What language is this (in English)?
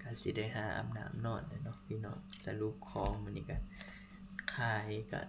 Northeastern Thai